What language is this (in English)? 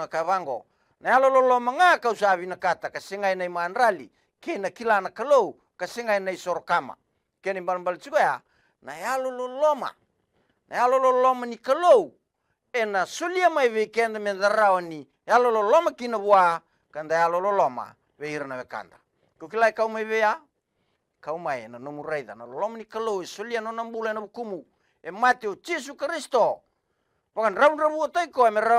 Fijian